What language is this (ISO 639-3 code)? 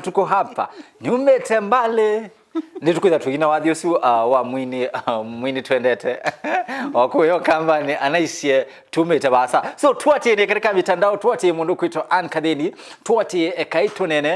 kam